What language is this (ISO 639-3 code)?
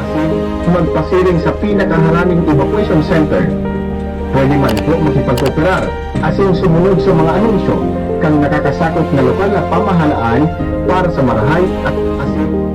bik